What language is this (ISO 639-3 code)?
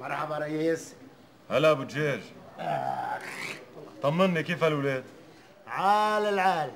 apc